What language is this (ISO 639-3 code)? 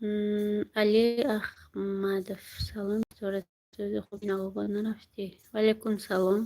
tgk